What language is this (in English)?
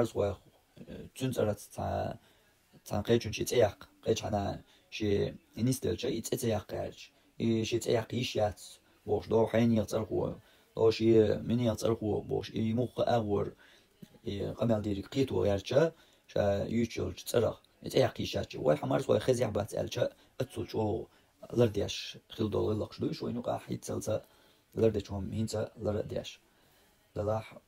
Chechen